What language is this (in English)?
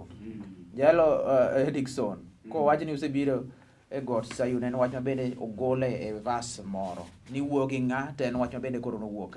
Luo (Kenya and Tanzania)